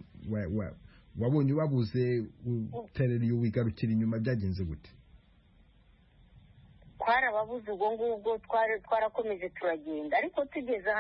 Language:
Kinyarwanda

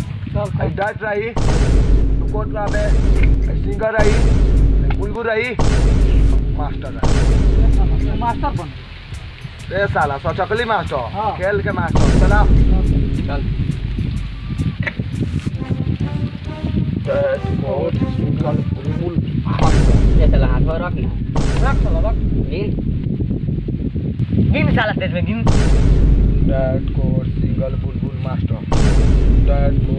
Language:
Bhojpuri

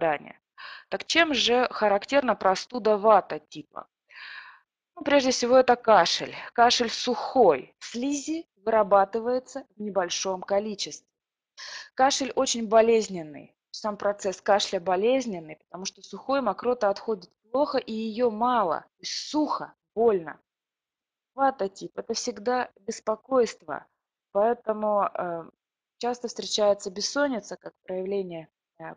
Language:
Russian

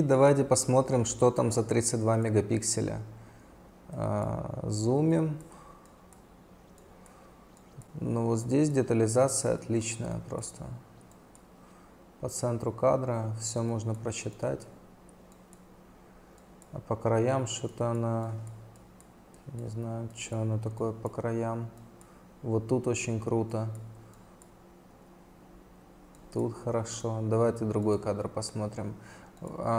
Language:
Russian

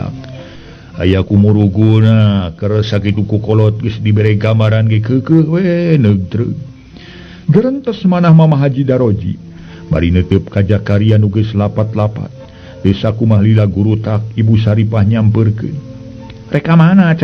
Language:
Sundanese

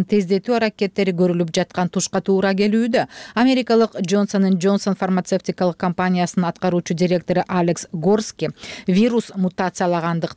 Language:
Kyrgyz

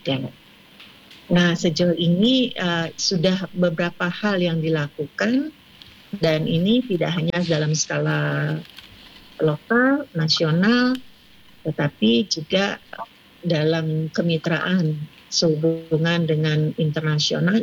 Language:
Indonesian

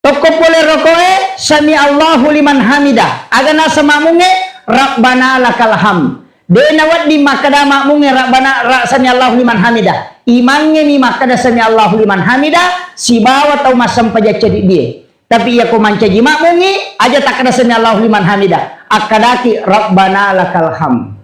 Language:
Buginese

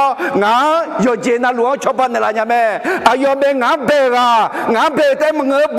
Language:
Akha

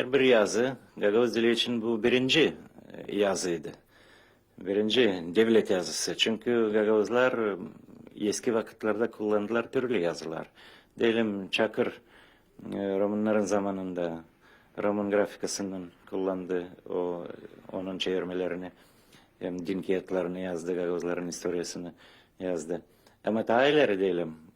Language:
Gagauz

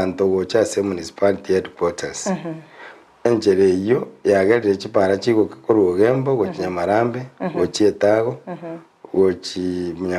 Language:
Gusii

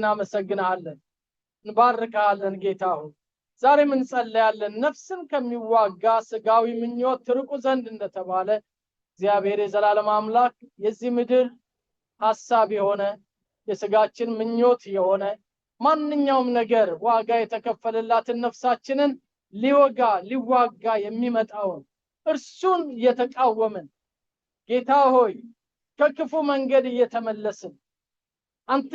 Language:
Amharic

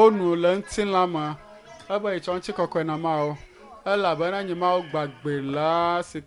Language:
Ewe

